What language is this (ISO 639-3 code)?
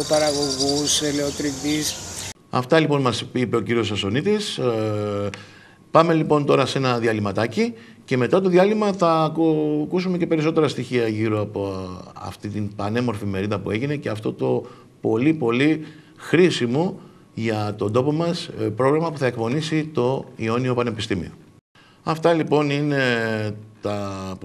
ell